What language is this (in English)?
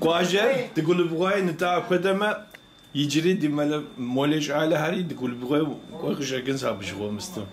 Kabardian